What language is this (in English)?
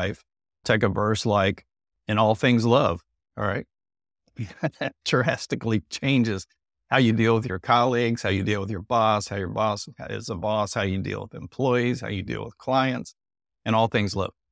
English